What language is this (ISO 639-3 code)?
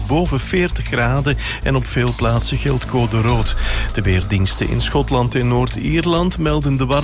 nld